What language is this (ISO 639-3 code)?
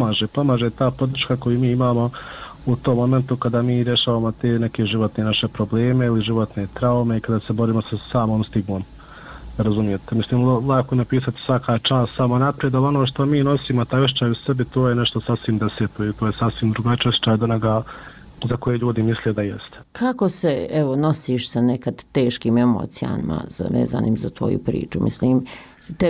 bos